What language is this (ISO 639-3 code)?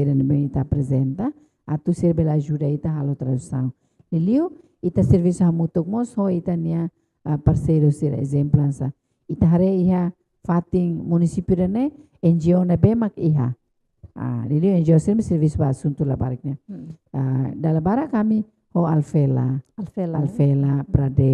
tet